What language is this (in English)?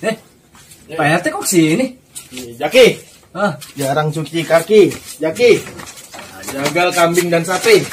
Betawi